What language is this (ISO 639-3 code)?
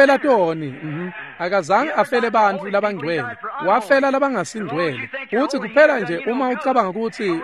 ssw